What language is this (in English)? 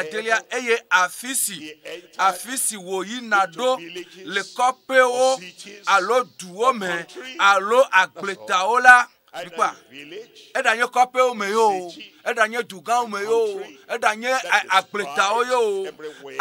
Ewe